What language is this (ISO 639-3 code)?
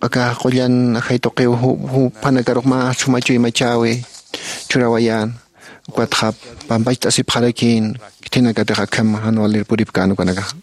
aym